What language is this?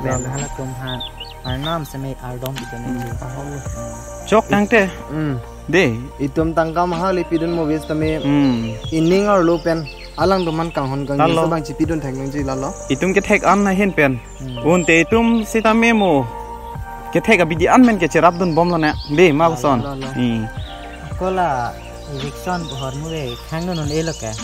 Karbi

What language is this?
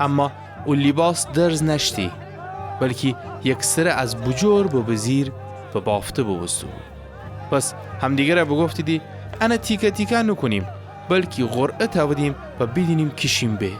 Gilaki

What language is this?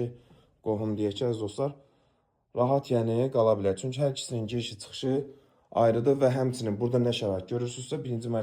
Azerbaijani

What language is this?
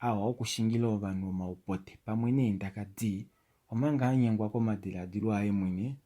Kuanyama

